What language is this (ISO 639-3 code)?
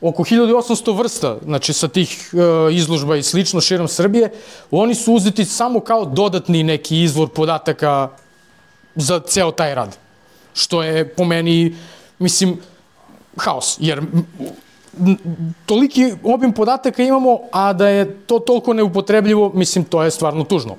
srp